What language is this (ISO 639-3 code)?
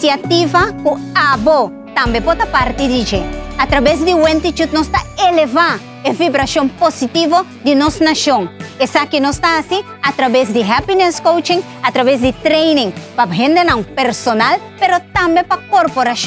pap